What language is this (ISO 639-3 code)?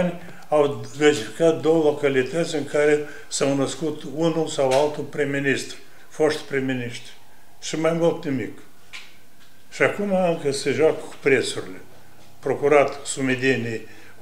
ron